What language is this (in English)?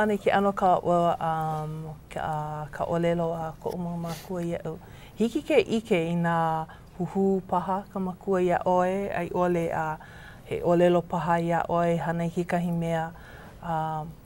Hawaiian